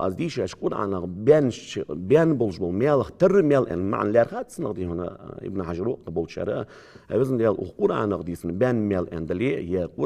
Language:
Ingush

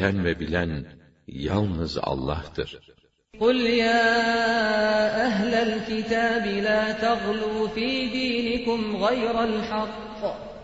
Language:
Turkish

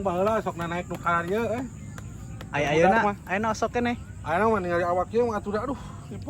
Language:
Sundanese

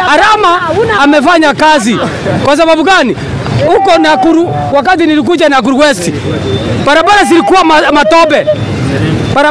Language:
Swahili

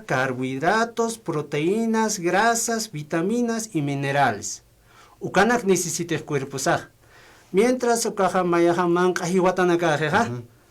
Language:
Aymara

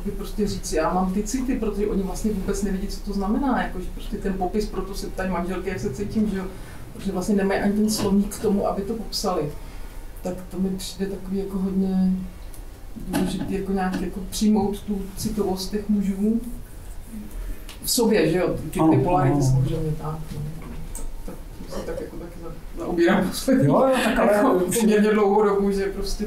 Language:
Czech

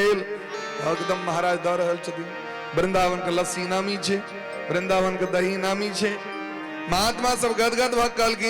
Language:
Maithili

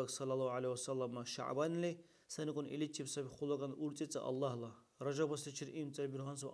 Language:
Dargwa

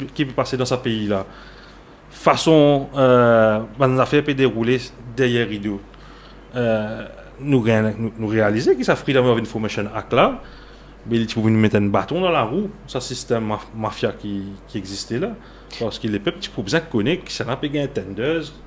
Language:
Morisyen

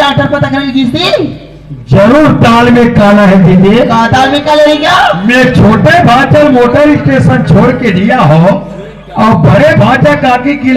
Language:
Chhattisgarhi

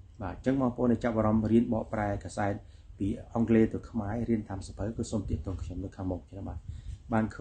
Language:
Khmer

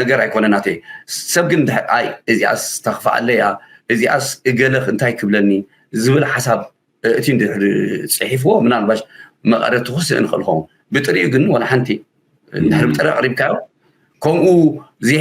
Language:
Tigrinya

